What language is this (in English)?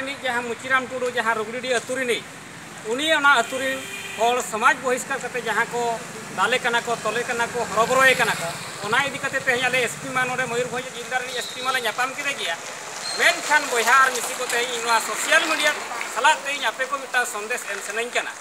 Santali